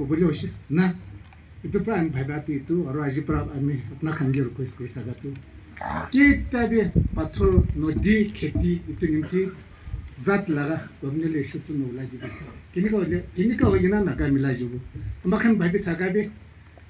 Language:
Naga Pidgin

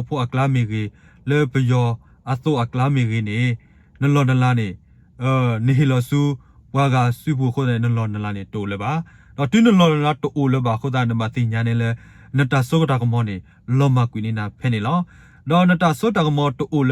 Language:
S'gaw Karen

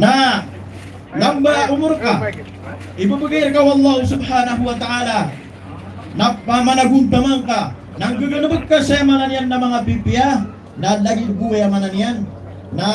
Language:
Maranao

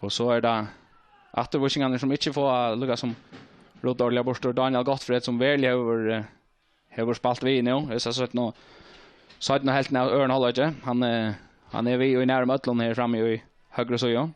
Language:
Faroese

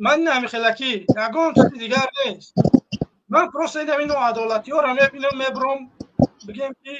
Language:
Tajik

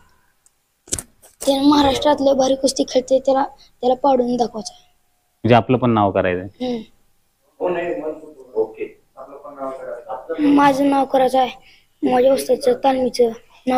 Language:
Marathi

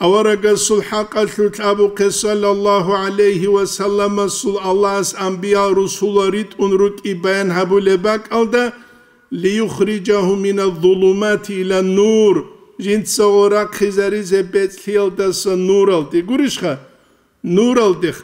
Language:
Avaric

